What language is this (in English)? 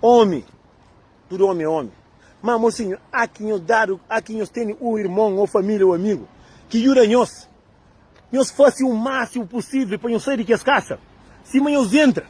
Kabuverdianu